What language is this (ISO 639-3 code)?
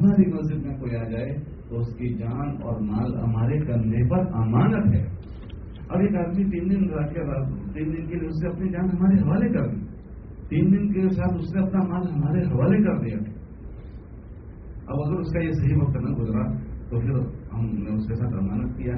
urd